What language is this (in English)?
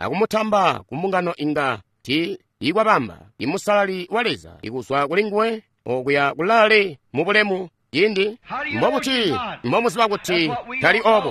Tonga (Zambia)